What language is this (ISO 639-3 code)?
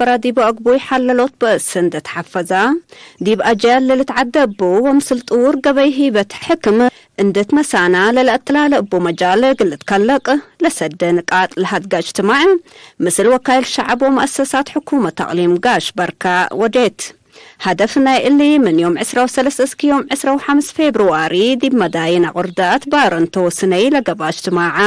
tig